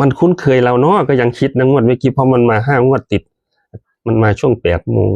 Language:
Northeastern Thai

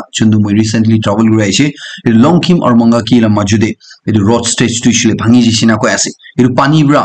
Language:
Naga Pidgin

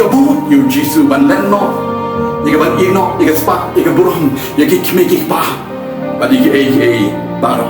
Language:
Khasi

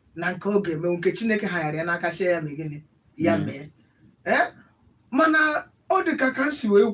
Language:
Igbo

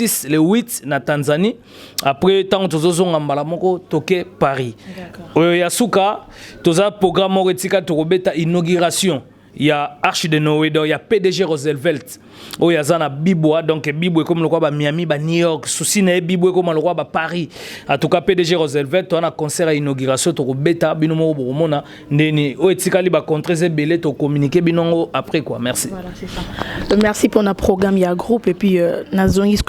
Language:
Lingala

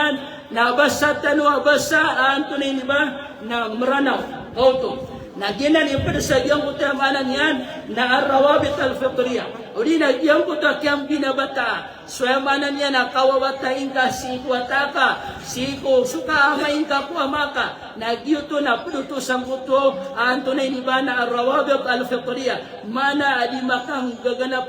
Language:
Maranao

